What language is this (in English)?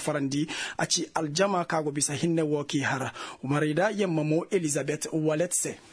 Koyraboro Senni